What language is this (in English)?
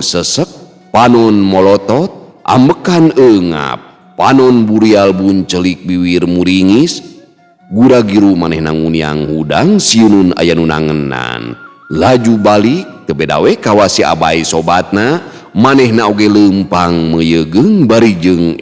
Sundanese